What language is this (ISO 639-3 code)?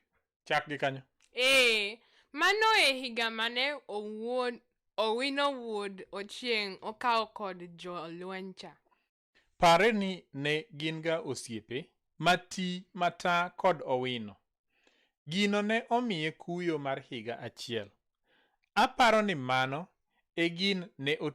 luo